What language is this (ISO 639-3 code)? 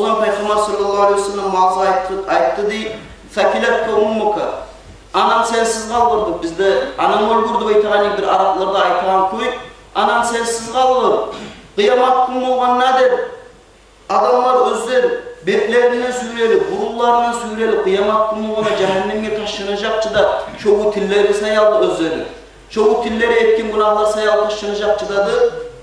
kum